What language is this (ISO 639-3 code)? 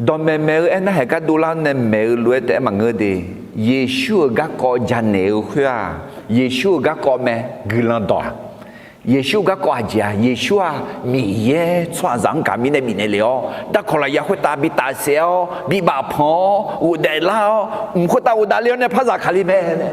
ahk